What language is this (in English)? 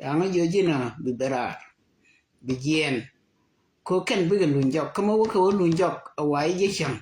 Nuer